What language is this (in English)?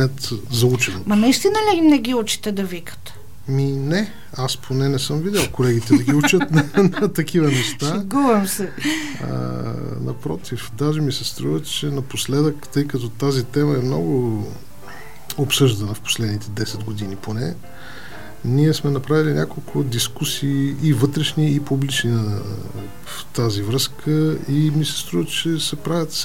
Bulgarian